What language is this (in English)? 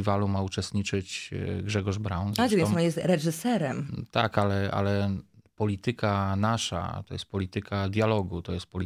Polish